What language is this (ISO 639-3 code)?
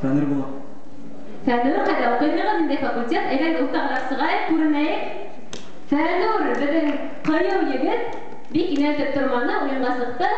bak